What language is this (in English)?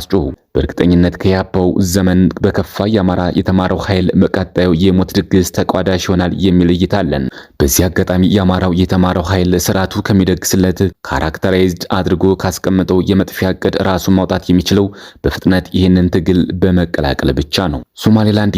Amharic